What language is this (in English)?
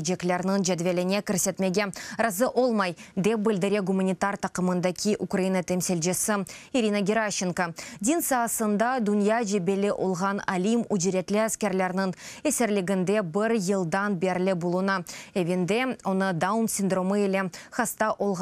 Crimean Tatar